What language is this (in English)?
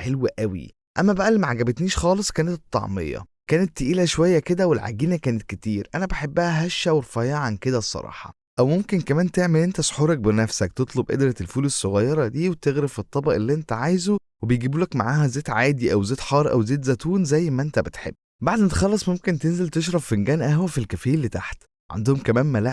Egyptian Arabic